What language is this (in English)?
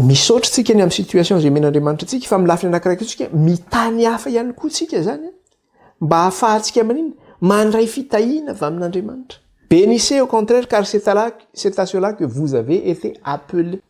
Malagasy